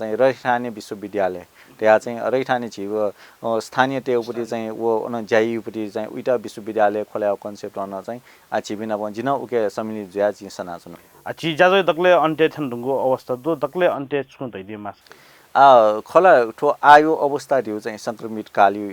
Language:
Newari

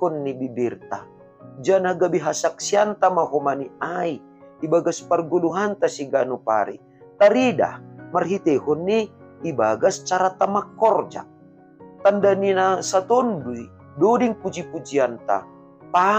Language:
Batak Simalungun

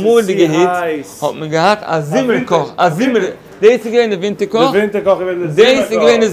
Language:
Yiddish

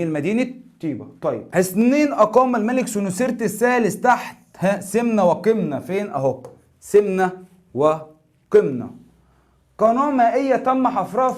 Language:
Egyptian Arabic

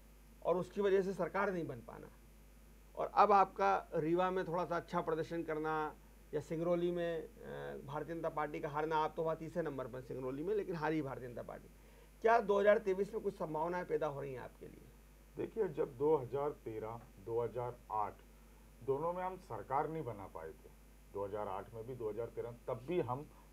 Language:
Hindi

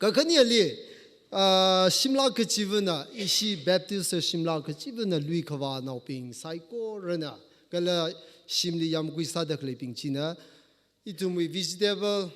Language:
Tangkhul Naga (India)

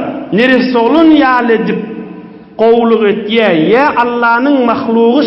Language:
Turkmen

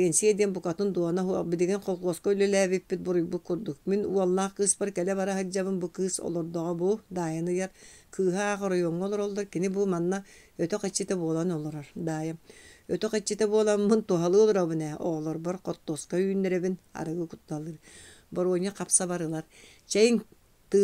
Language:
Yakut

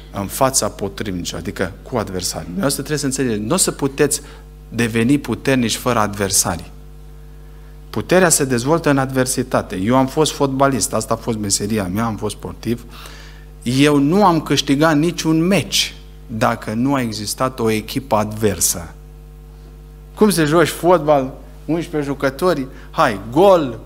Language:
Romanian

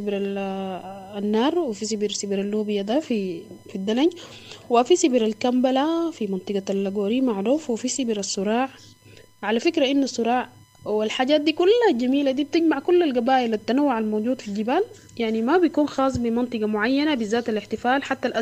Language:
Sudanese Arabic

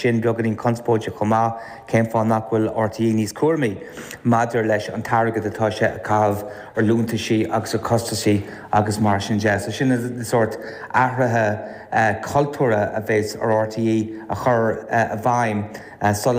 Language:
Irish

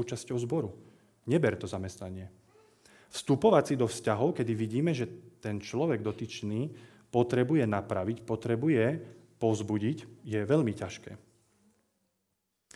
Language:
Slovak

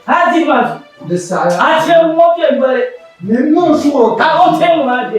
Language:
Dagbani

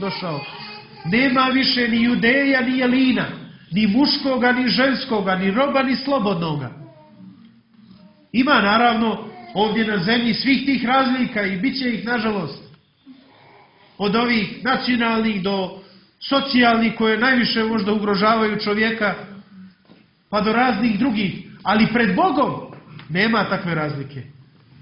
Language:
Croatian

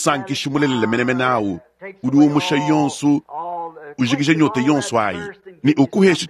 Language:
Luba-Lulua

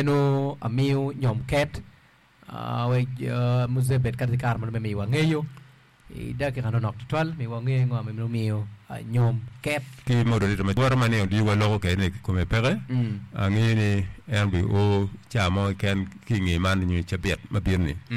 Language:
Acoli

